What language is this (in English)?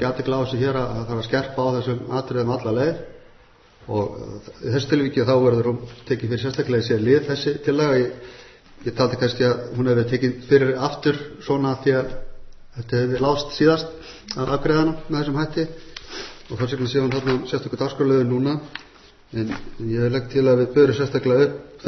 Icelandic